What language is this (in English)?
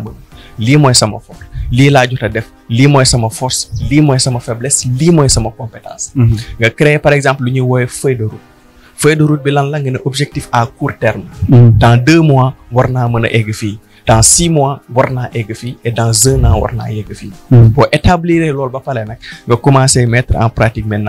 Wolof